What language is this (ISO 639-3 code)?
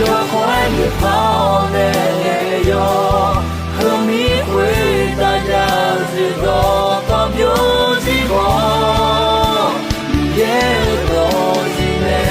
ahk